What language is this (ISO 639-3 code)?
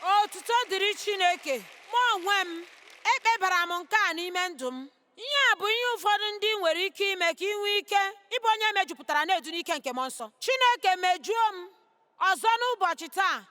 ibo